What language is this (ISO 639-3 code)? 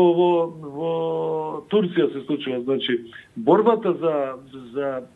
mkd